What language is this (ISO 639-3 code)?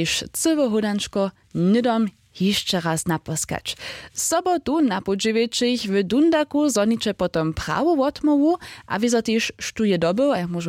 hsb